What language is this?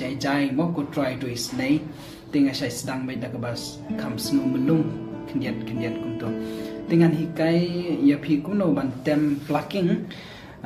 Khasi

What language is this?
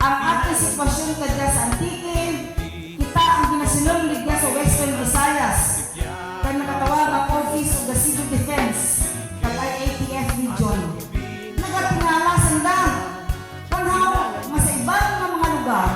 Kinaray-a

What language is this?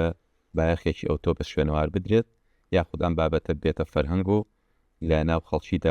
Central Kurdish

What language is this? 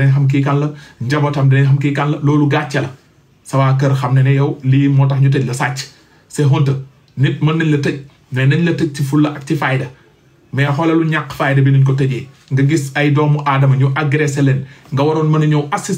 Wolof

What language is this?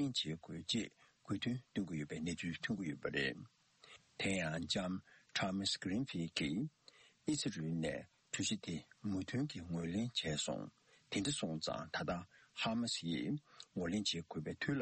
Tibetan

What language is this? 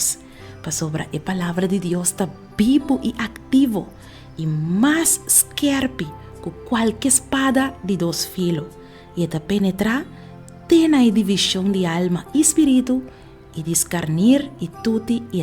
Papiamento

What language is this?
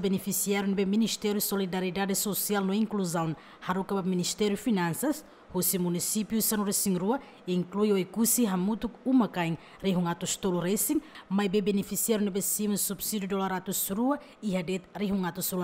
Tetum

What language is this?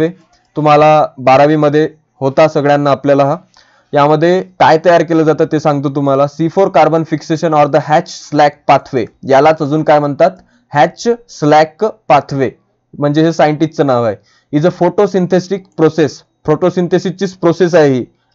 Marathi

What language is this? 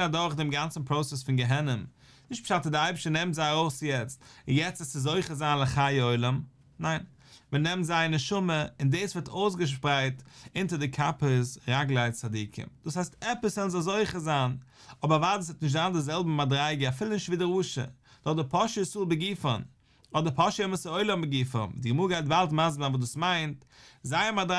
Yiddish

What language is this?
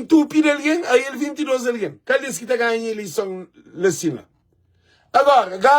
Kabuverdianu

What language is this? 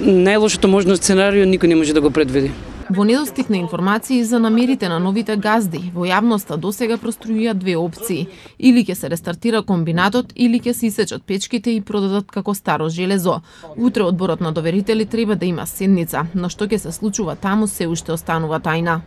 Macedonian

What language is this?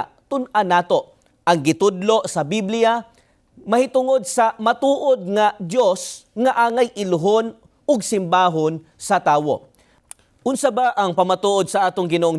Cebuano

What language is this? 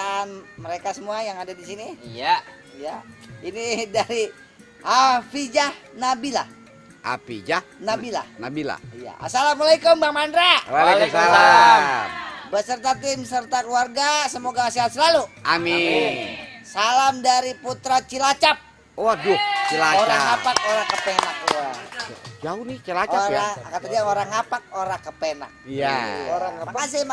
Betawi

